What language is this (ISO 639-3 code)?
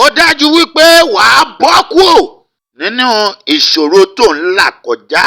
yor